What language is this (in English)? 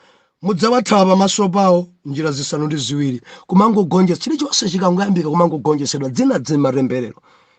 Nyanja